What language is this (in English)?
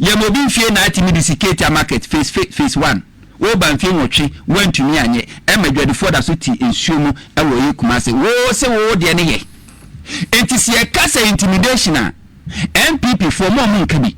Akan